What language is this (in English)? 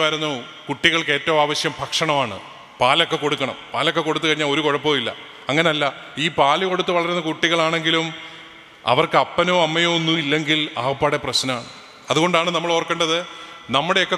Malayalam